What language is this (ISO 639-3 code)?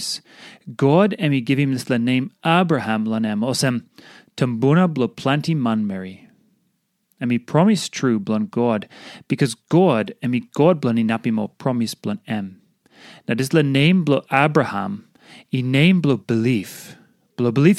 tpi